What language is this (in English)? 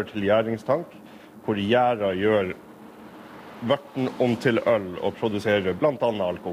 Norwegian